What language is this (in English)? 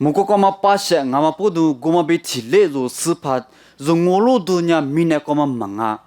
Lisu